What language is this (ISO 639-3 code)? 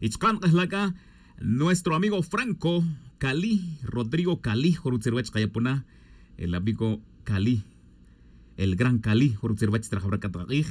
tzj